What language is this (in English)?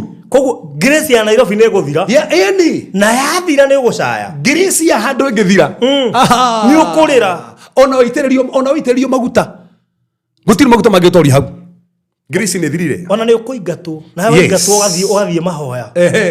Kikuyu